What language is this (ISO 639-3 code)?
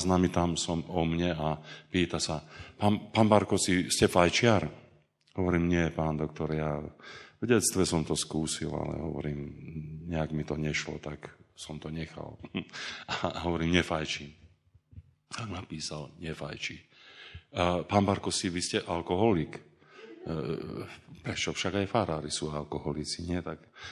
slk